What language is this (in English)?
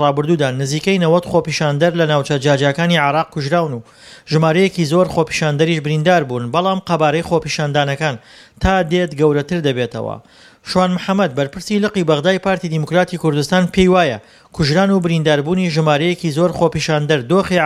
Central Kurdish